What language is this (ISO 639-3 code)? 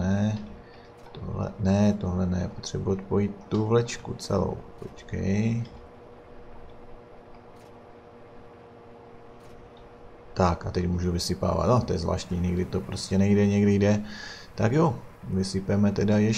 ces